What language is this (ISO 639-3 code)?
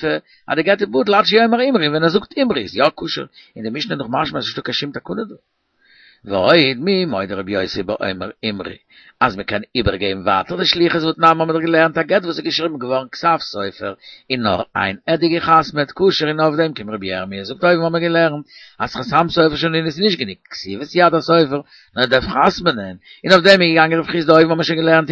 yid